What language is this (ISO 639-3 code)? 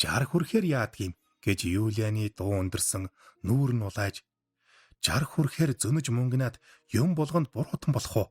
mon